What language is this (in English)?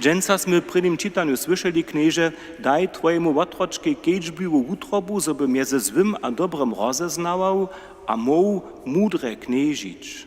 Upper Sorbian